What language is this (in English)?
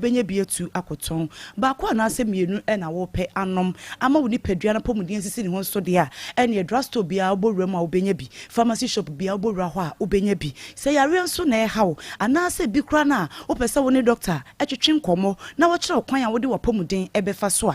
Akan